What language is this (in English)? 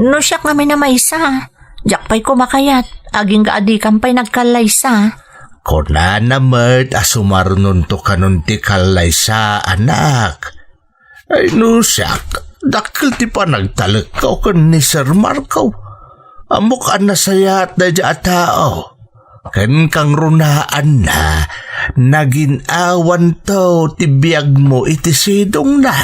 Iloko